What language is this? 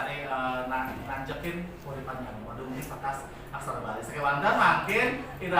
Balinese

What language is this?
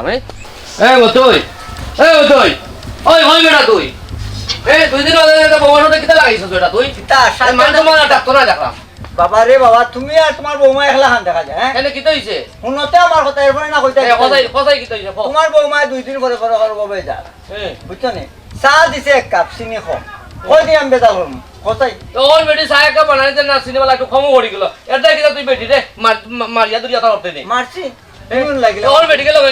Sylheti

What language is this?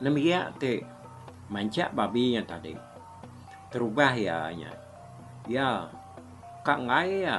Iban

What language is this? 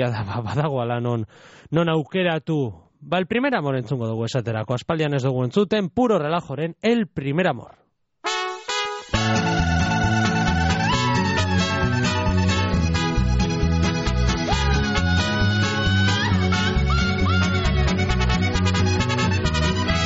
Basque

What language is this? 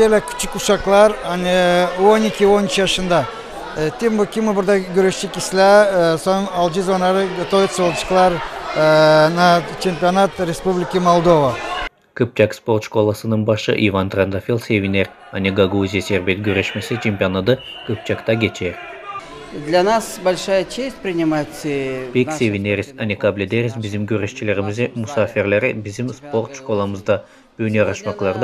Gagauz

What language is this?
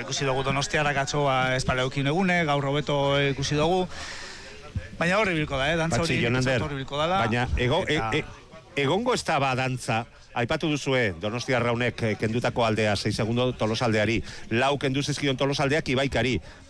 Basque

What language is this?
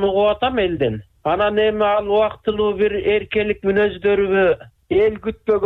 Kyrgyz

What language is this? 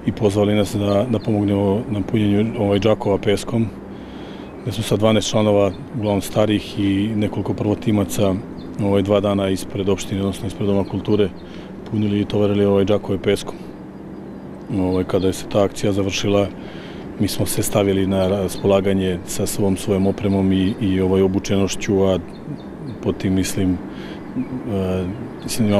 Serbian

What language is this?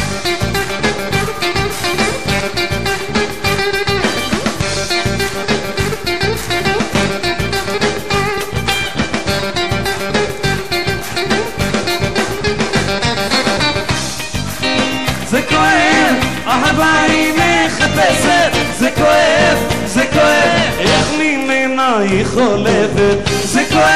Hebrew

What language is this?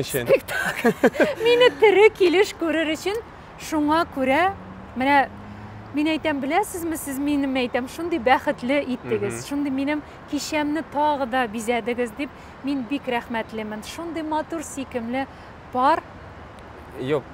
Tatar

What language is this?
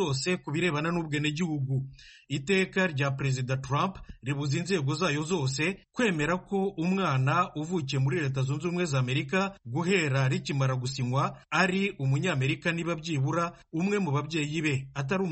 Kinyarwanda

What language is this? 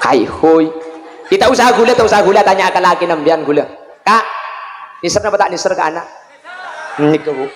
Madurese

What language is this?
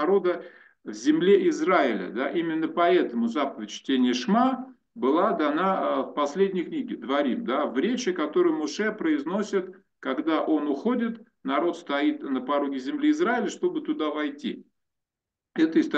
Russian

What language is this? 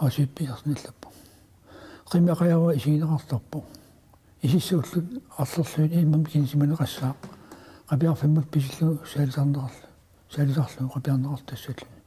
Kalaallisut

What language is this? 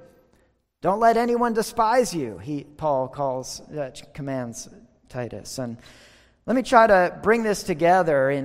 English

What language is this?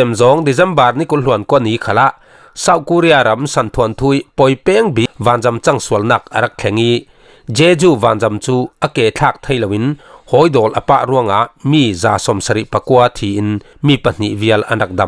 Falam Chin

